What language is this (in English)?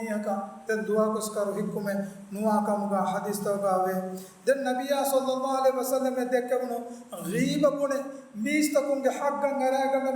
Divehi